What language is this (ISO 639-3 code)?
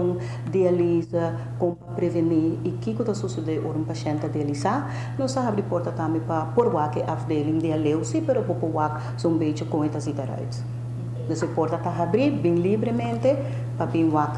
pap